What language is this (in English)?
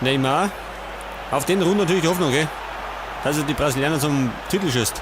Bavarian